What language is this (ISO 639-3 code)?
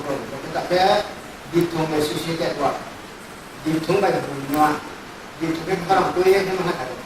ria